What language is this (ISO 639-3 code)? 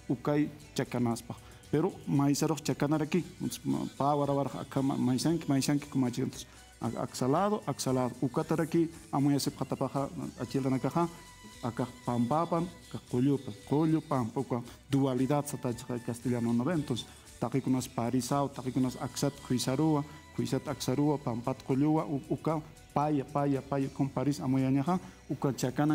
aym